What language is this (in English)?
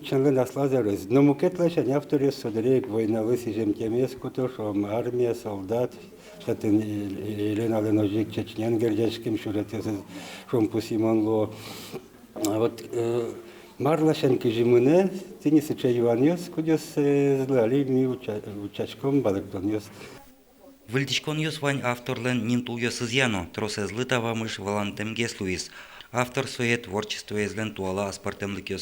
Udmurt